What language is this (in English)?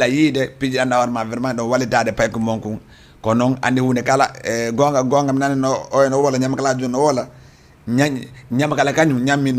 Fula